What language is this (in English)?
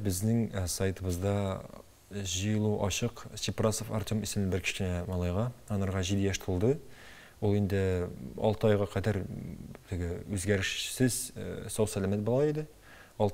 Tatar